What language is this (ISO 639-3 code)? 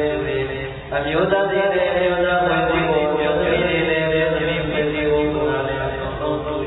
mya